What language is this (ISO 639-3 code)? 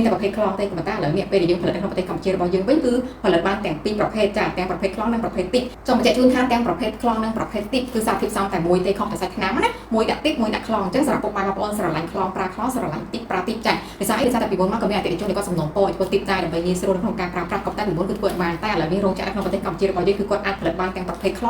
khm